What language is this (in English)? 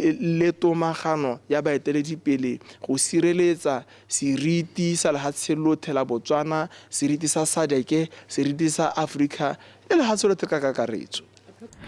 Tswana